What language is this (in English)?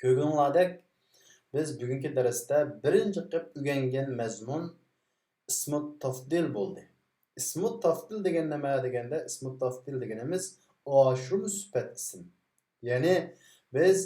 Uyghur